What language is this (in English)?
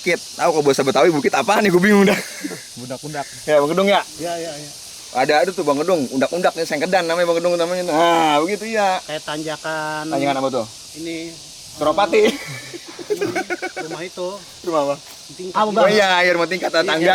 Betawi